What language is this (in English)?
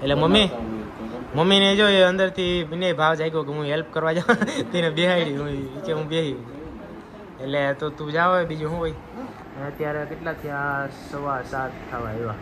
Gujarati